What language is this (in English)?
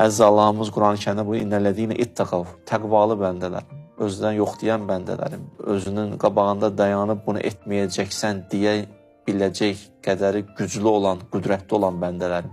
Azerbaijani